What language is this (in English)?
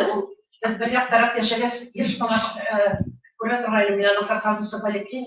Bashkir